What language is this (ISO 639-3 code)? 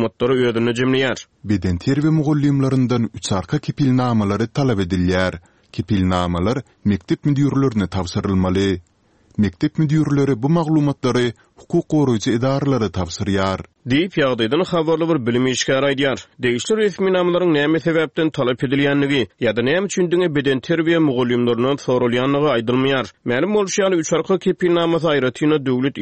tuk